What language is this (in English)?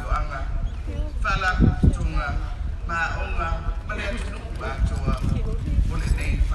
Samoan